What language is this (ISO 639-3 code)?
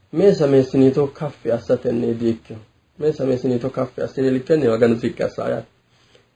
sid